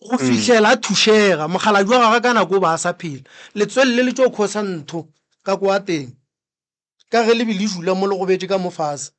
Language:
Northern Sotho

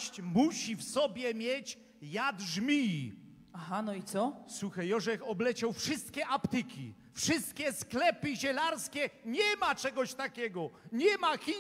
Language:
Silesian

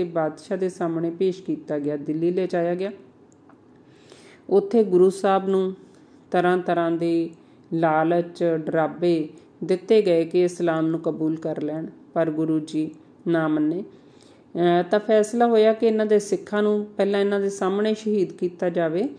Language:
Punjabi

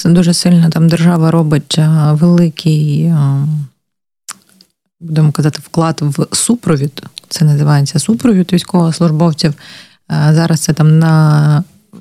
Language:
Ukrainian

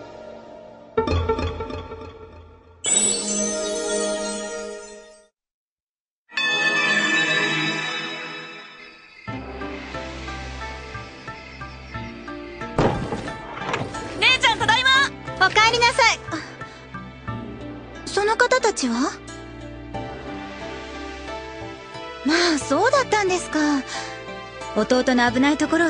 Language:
Japanese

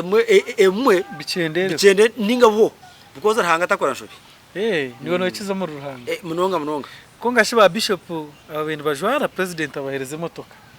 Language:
Nyankole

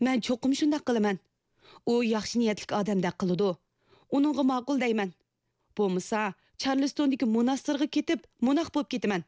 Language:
Uyghur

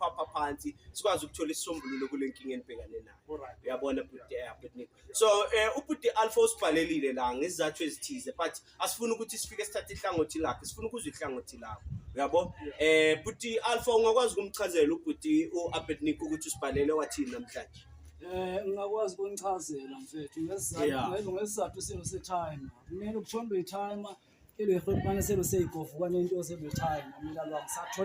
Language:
Zulu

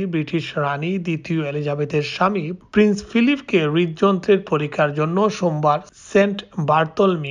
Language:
Bangla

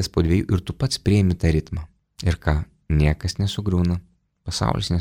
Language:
Lithuanian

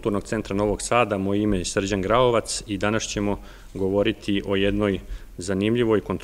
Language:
Serbian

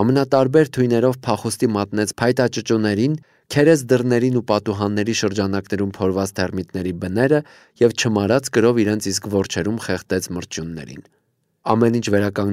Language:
Armenian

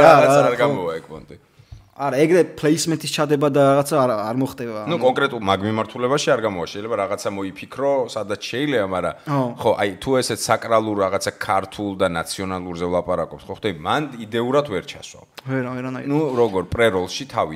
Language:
Georgian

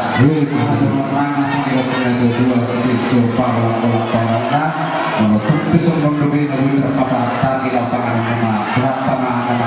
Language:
Batak Toba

